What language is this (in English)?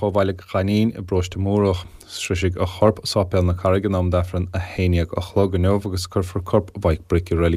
Irish